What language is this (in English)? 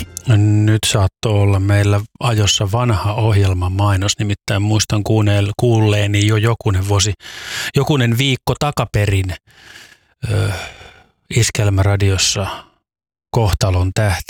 Finnish